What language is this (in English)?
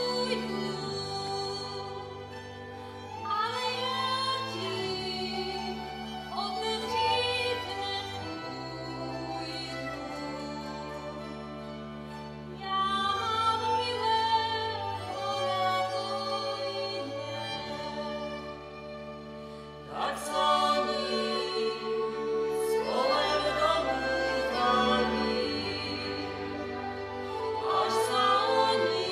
Czech